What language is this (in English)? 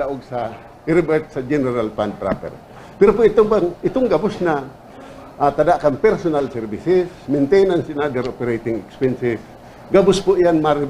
Bikol